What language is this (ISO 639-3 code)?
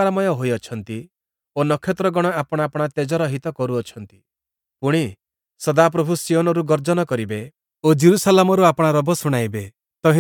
ori